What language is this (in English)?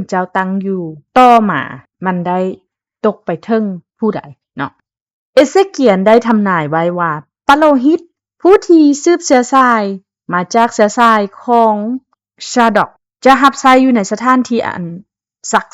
Lao